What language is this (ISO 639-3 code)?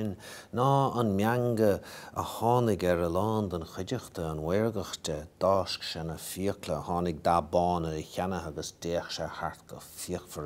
gle